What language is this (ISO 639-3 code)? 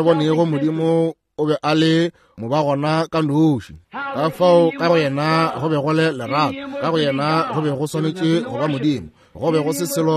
nso